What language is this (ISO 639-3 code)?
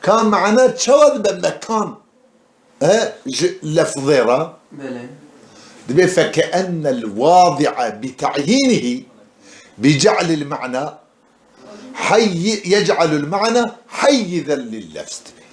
kur